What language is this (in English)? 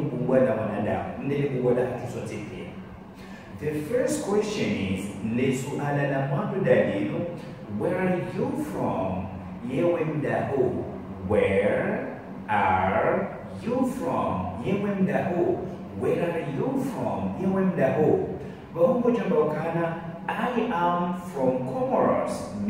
Ngazidja Comorian